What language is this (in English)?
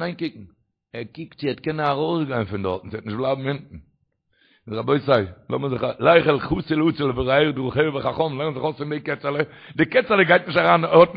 Yiddish